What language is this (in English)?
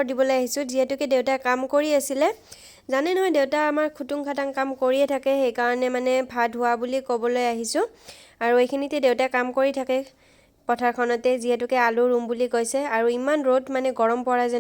Assamese